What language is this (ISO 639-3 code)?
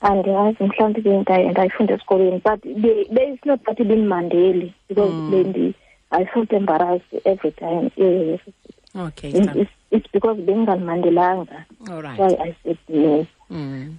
xho